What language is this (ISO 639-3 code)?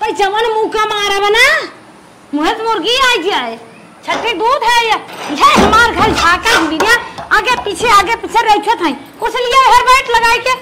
awa